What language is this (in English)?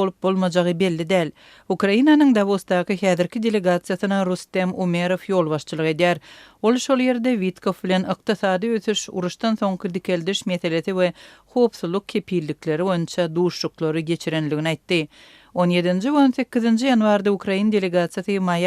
Turkmen